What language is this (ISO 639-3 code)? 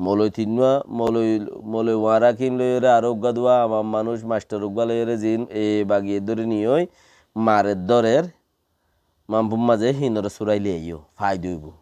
rhg